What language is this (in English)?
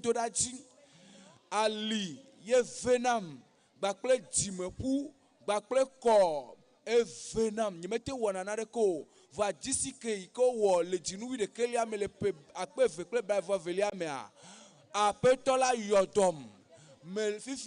Ewe